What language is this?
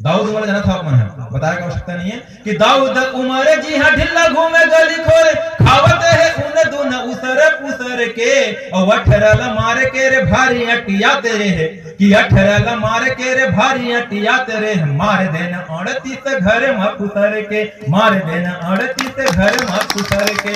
Chhattisgarhi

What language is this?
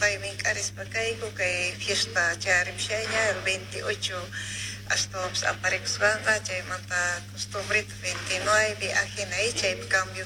South Bolivian Quechua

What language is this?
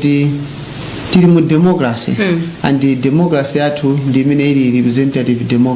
Nyanja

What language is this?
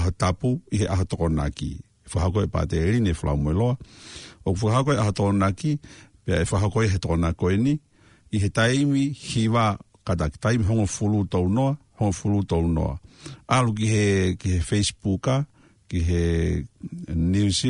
Tongan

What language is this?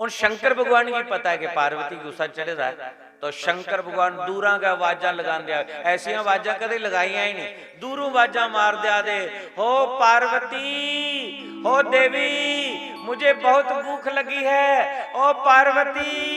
Dogri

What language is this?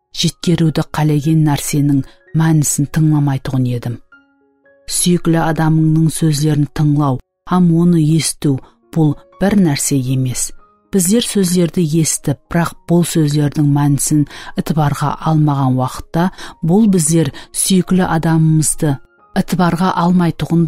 Kara-Kalpak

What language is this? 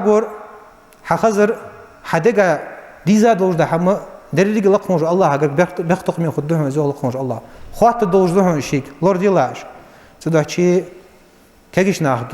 Ingush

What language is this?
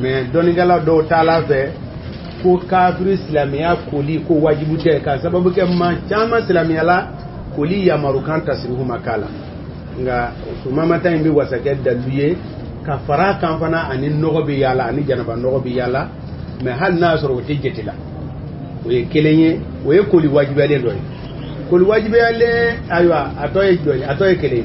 Bambara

